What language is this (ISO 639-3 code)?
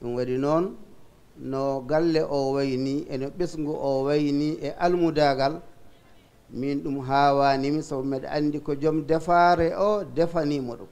wol